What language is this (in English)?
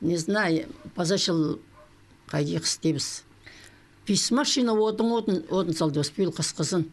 Khakas